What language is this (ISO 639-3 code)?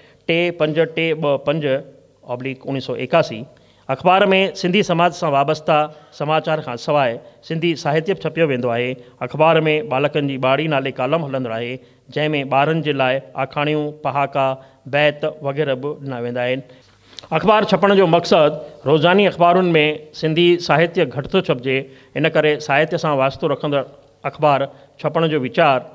snd